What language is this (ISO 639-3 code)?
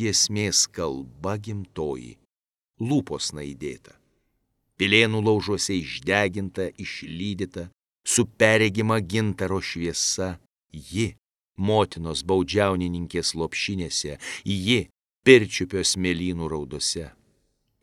lit